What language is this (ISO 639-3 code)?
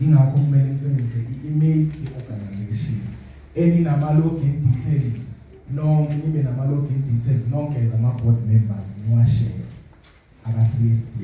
zul